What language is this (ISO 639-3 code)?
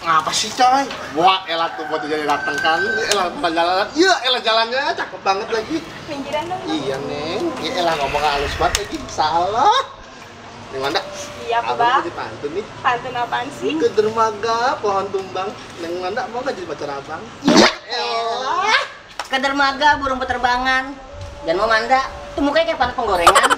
bew